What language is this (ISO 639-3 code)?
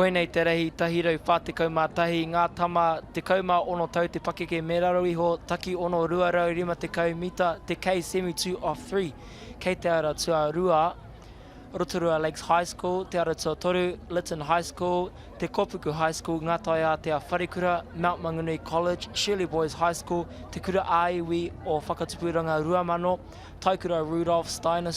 mri